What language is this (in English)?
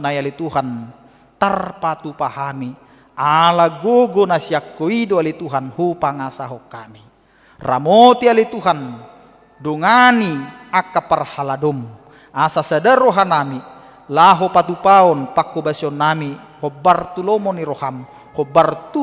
Batak Toba